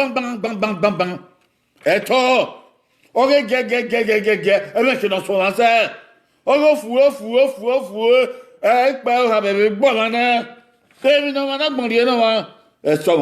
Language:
Bini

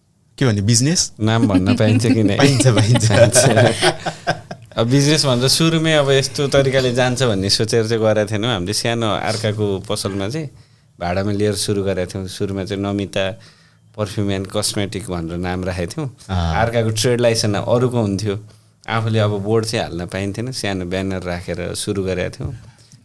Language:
Nepali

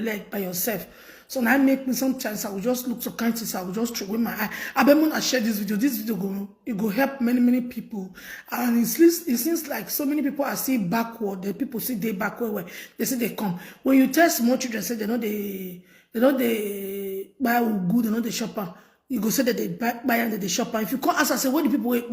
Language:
Nigerian Pidgin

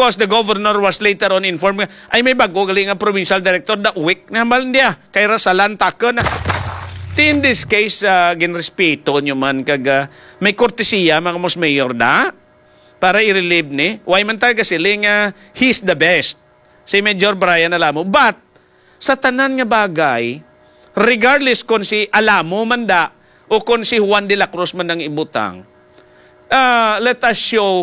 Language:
Hiligaynon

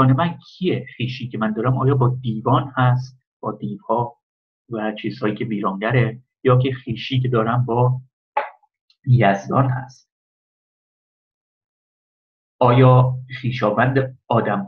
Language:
Persian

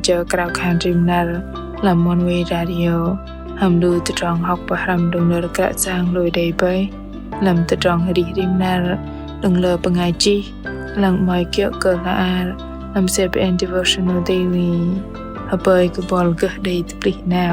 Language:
Bahnar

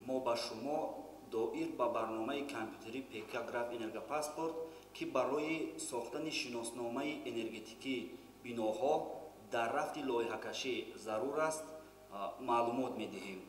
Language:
Tajik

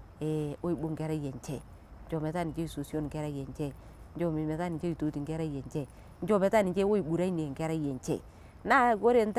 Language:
Masai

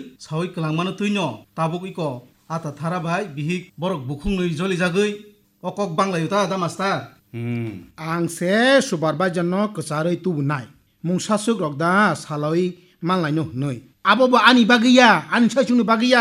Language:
Kok Borok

